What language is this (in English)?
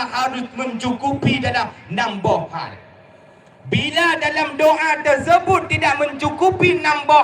Achinese